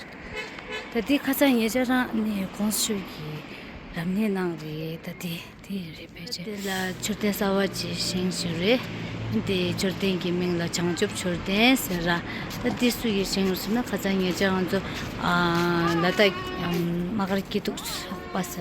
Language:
Tibetan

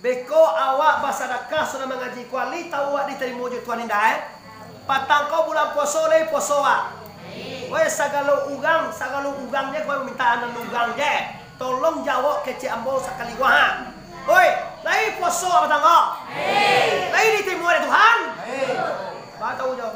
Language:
Minangkabau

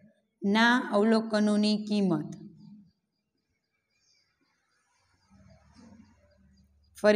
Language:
Gujarati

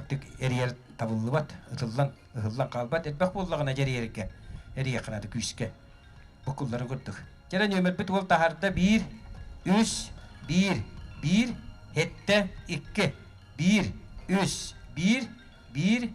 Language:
Yakut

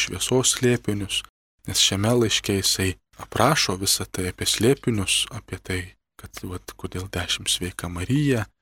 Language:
Lithuanian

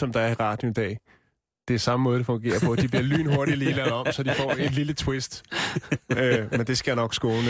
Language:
Danish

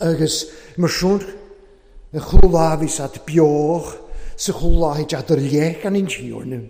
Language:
Welsh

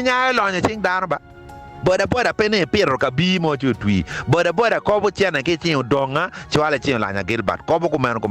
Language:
Acoli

